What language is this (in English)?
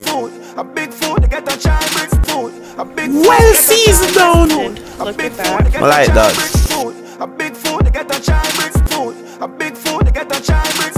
Jamaican Creole English